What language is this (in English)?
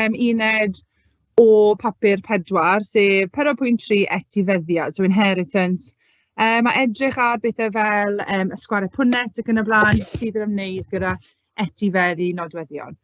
Welsh